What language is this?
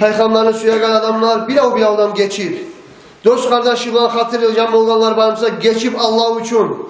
Kumyk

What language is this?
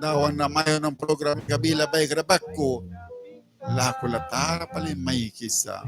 Mískito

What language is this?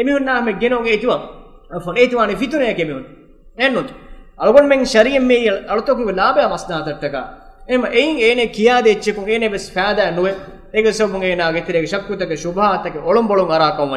Divehi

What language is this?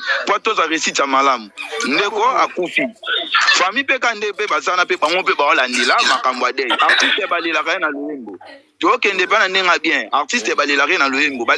Lingala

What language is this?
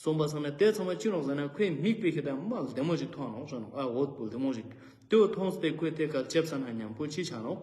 Ladakhi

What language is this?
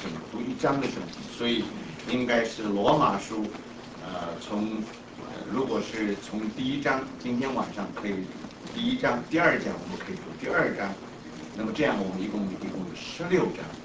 Chinese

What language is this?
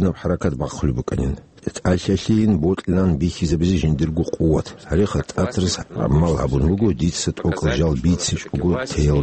Avaric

